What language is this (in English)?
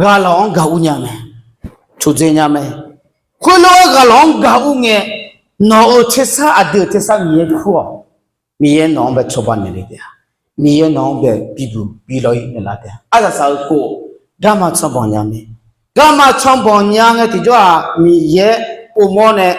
Akha